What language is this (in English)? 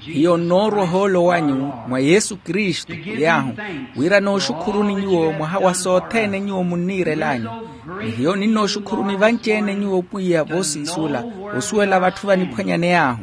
Makhuwa